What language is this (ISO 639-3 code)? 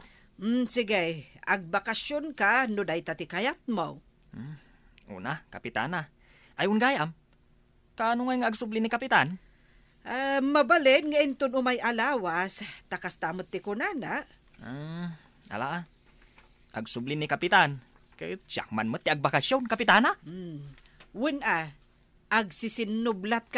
ilo